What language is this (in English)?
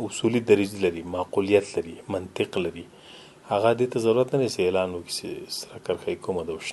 Pashto